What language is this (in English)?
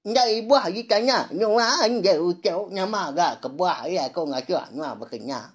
Iban